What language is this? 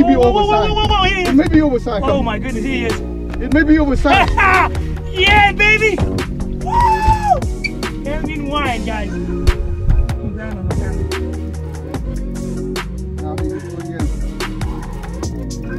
English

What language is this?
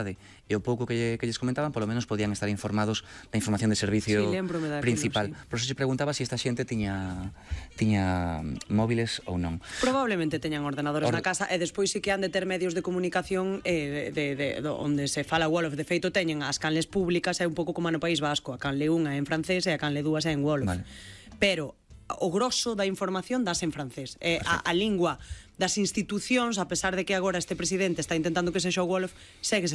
Galician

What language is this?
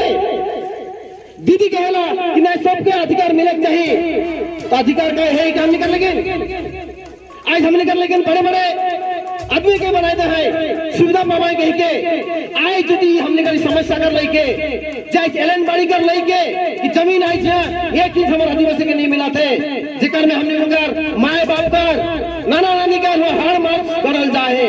Sadri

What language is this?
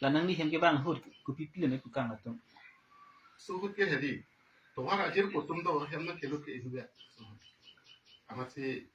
Karbi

